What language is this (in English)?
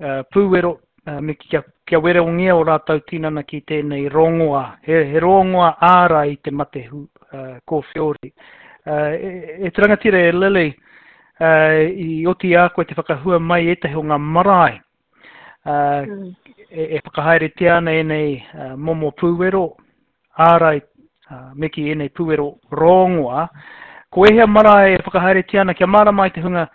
Māori